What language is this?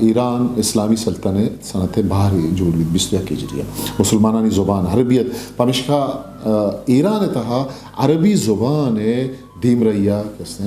Eastern Balochi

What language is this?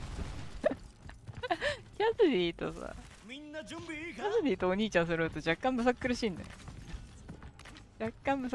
Japanese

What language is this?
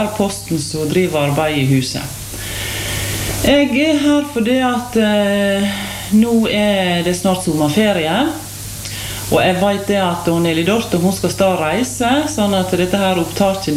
Norwegian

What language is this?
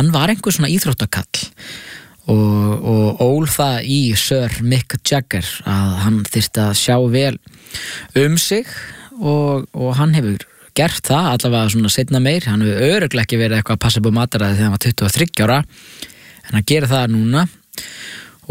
Icelandic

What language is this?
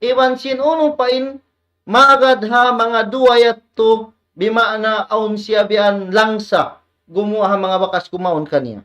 Tausug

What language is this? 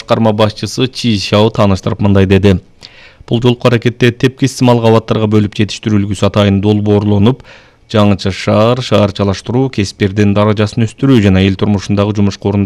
Kyrgyz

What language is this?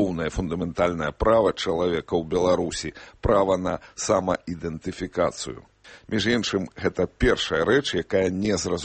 Belarusian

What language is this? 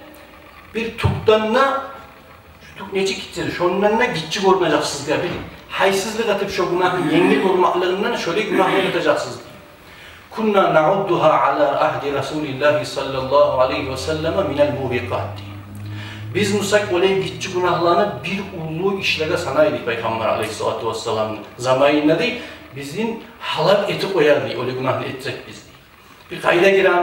Kumyk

